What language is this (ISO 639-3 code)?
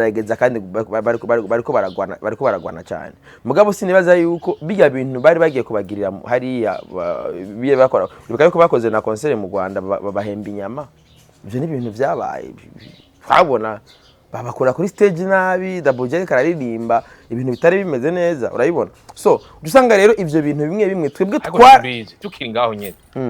run